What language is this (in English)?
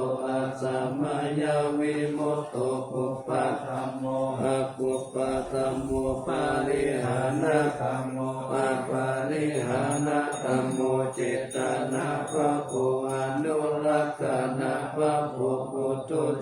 Pali